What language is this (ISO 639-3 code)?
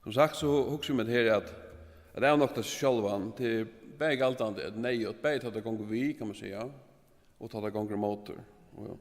fao